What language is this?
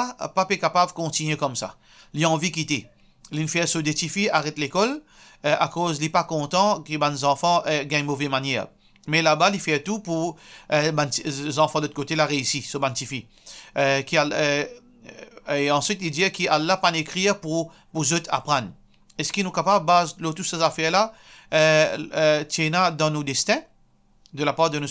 Morisyen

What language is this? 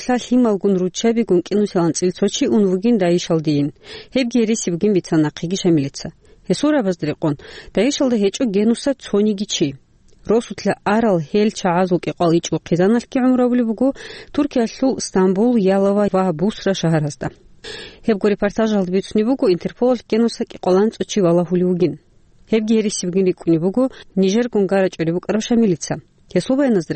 Avaric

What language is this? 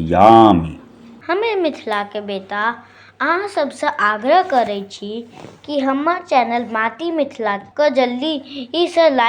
Maithili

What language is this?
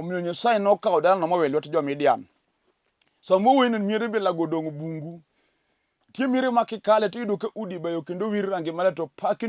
Luo (Kenya and Tanzania)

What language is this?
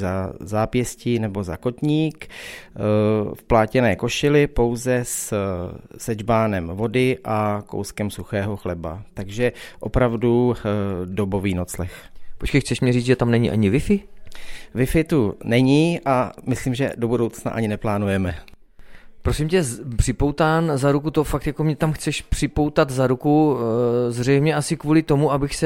Czech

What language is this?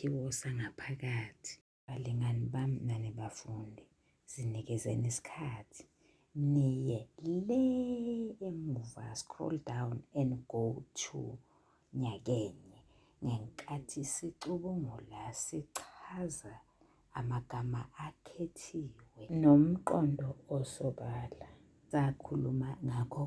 Zulu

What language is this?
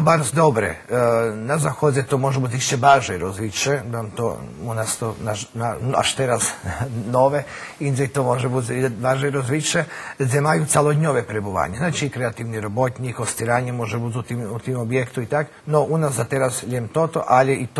Rusyn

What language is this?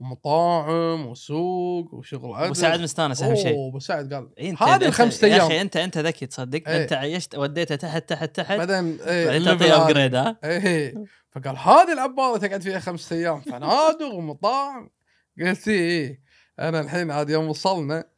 Gulf Arabic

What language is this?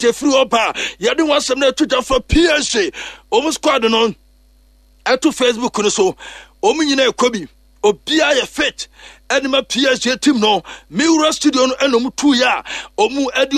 Akan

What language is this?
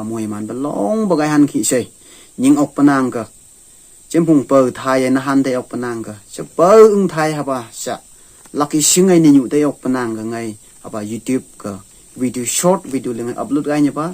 Phom Naga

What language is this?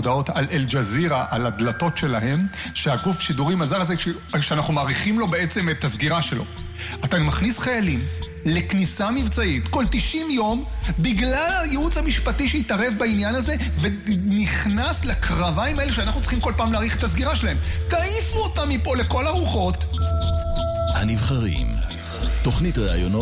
Hebrew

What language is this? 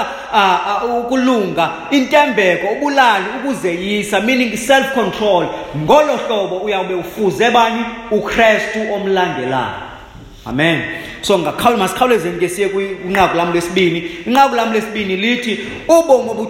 Xhosa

